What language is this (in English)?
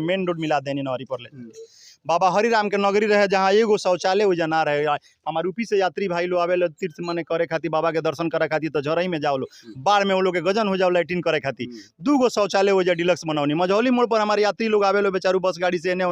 Bhojpuri